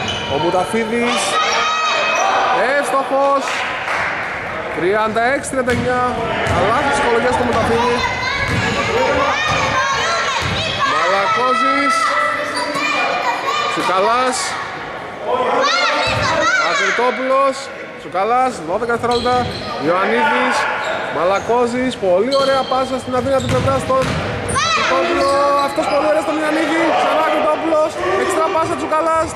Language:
Greek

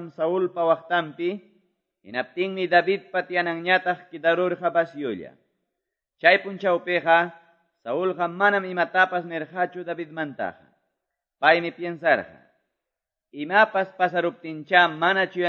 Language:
Quechua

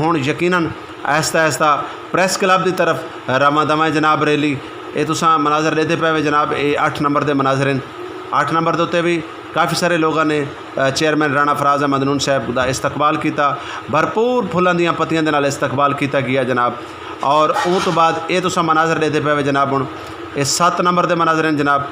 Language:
Saraiki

